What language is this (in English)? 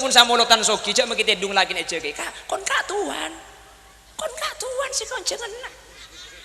Madurese